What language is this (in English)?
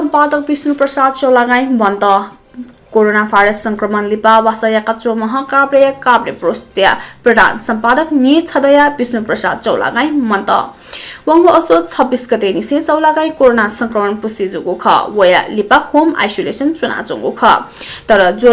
Newari